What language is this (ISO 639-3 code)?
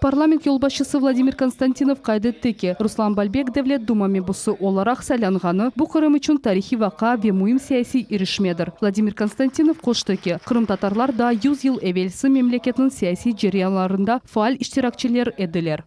crh